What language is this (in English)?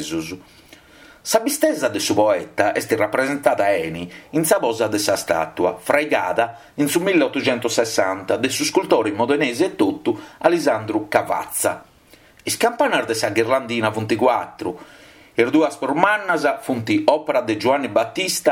Sardinian